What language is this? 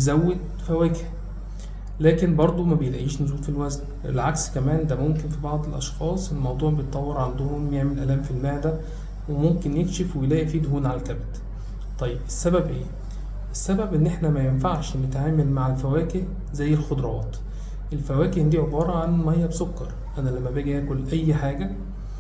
Egyptian Arabic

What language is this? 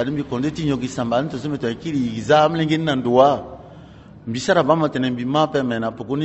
Sango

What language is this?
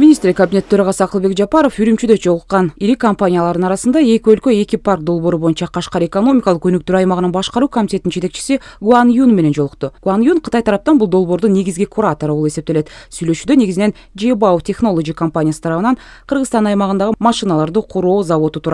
Kyrgyz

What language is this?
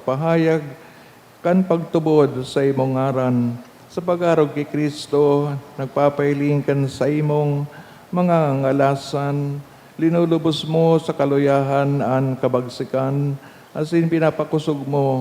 Bikol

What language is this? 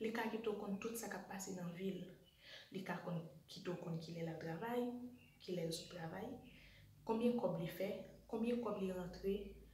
Haitian Creole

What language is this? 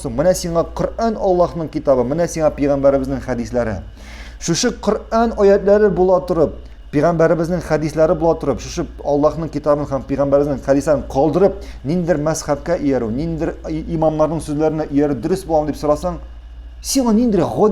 Tatar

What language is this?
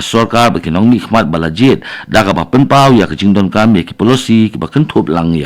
Khasi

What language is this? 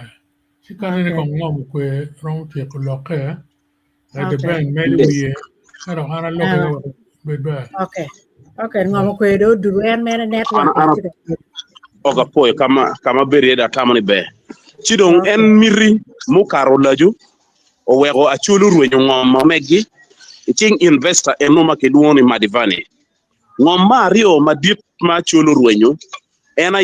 Acoli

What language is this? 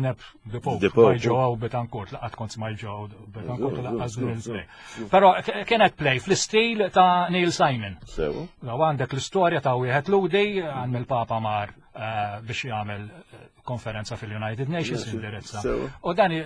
Maltese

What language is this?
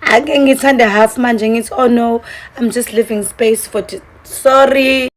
Zulu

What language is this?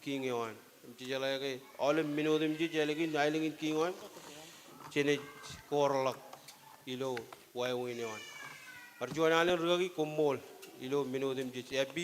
Marshallese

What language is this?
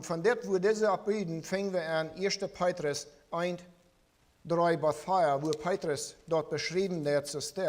Plautdietsch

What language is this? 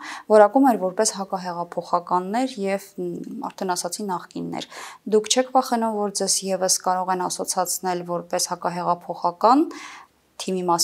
Armenian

